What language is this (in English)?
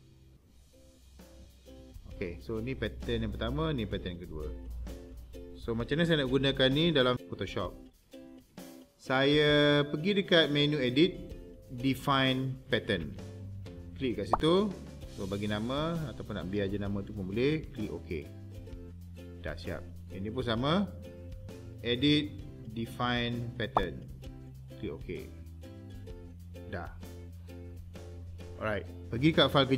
Malay